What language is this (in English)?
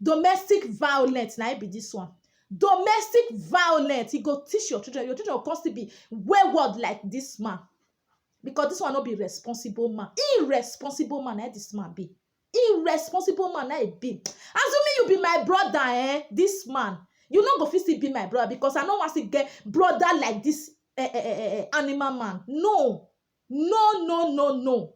Nigerian Pidgin